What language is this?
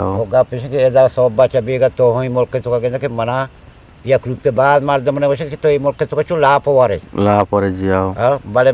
Eastern Balochi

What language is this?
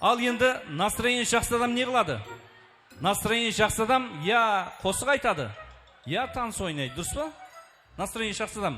Kara-Kalpak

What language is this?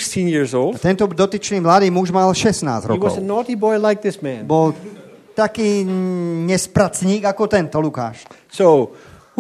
Slovak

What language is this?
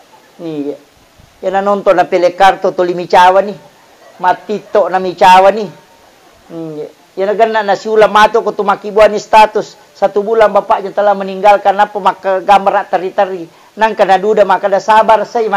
Buginese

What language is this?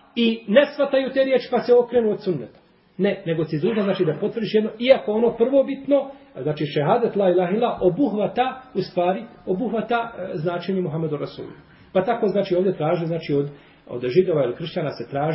Bosnian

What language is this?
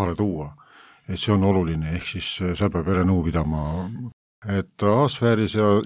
Estonian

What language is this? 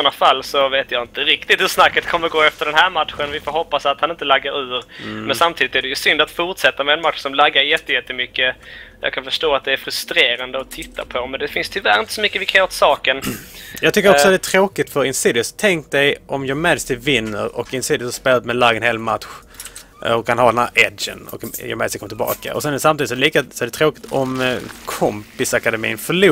Swedish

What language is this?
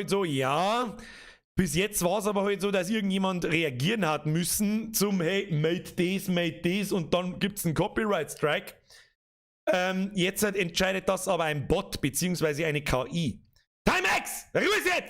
Bavarian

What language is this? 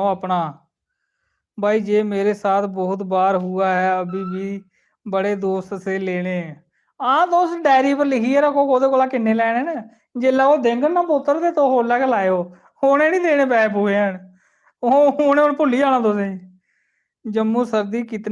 Dogri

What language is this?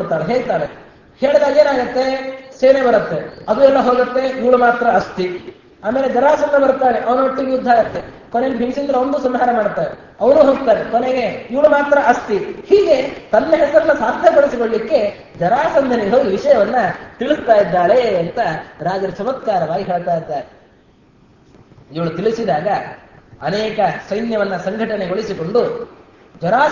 Kannada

